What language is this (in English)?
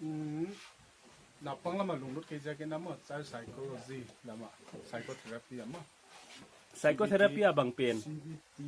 Paite Chin